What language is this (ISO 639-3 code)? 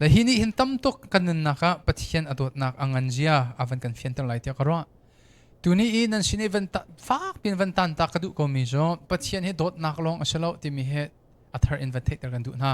cnh